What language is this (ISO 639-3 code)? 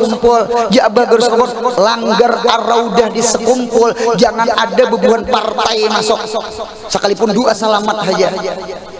bjn